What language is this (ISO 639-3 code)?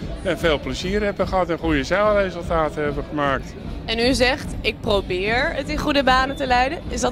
nld